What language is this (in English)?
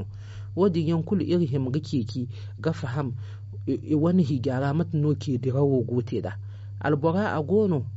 Zarma